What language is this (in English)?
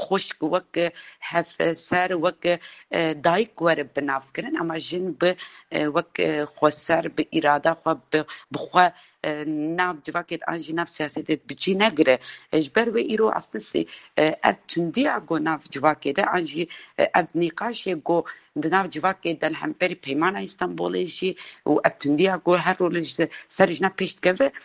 Kurdish